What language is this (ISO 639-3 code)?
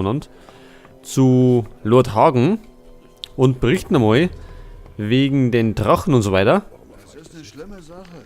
bar